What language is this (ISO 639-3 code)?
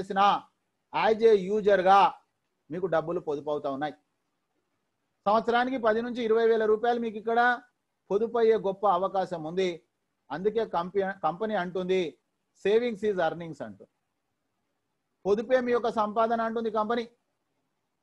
tel